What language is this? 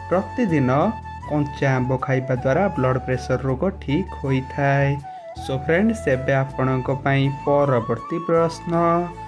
Odia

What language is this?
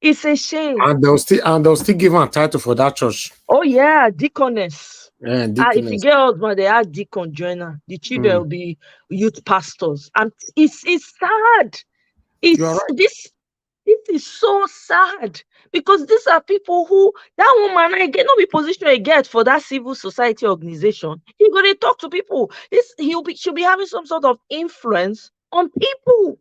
Nigerian Pidgin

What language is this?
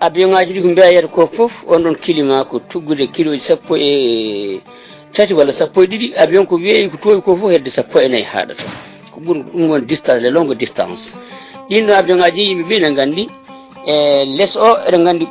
Fula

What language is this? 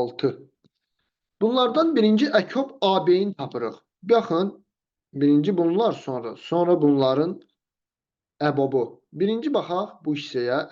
Azerbaijani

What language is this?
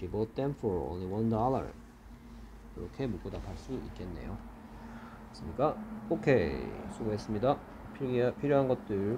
Korean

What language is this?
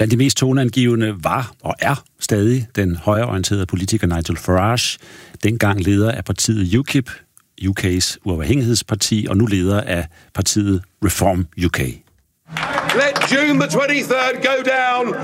Danish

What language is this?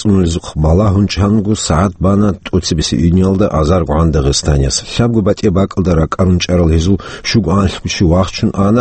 Avaric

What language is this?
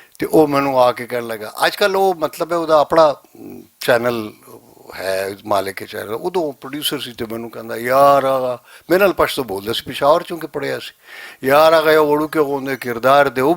Western Panjabi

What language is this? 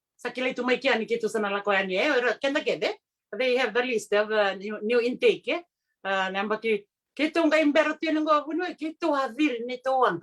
Fijian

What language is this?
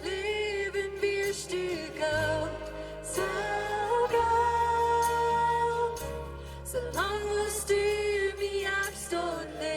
Plautdietsch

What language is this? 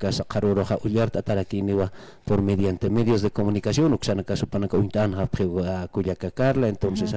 Aymara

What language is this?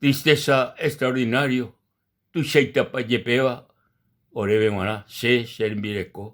Guarani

